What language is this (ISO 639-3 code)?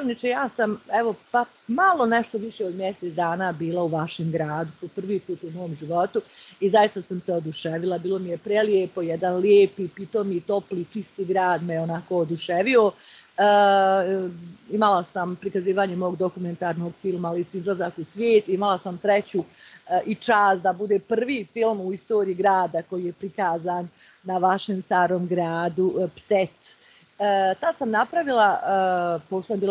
bos